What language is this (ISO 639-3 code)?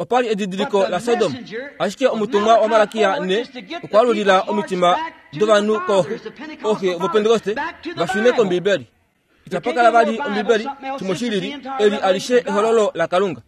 kua